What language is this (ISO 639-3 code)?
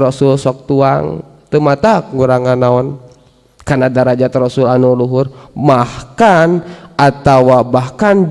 sun